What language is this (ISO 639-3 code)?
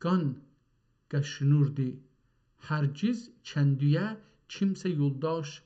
azb